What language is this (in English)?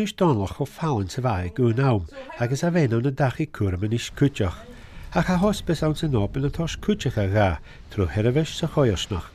Scottish Gaelic